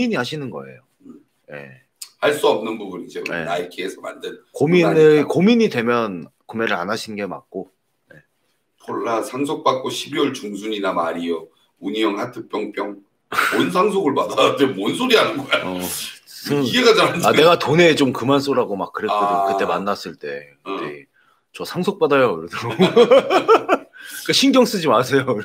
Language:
Korean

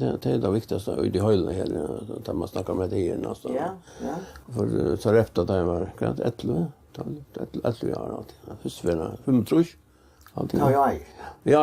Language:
Faroese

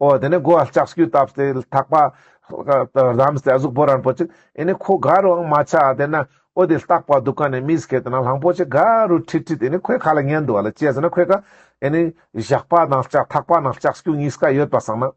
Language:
Ladakhi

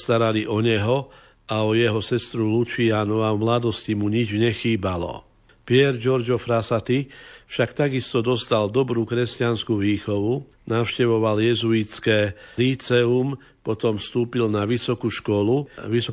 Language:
Slovak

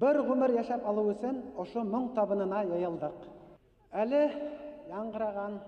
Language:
Bashkir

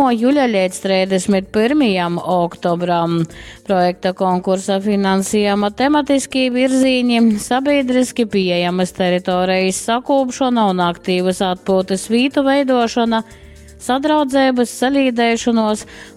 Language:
Latgalian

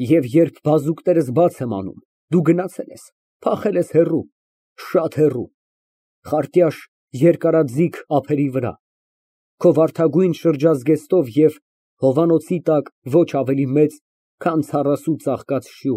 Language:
Armenian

